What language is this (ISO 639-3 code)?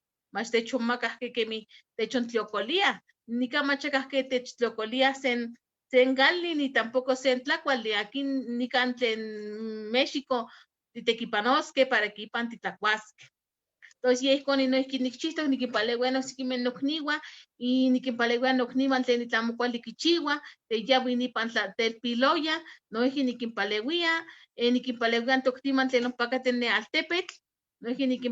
nhe